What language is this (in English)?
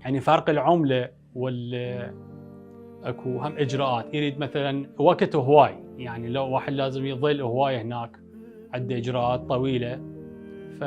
Mesopotamian Arabic